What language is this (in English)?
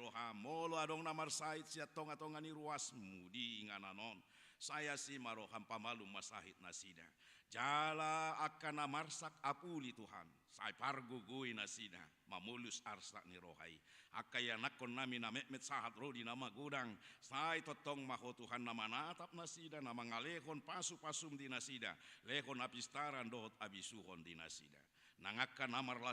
Batak Toba